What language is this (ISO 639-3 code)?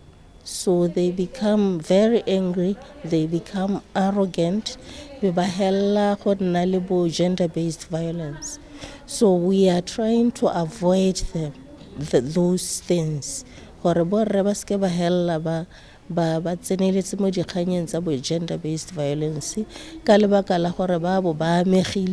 tsn